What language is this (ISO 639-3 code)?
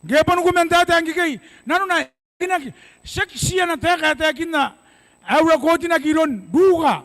gil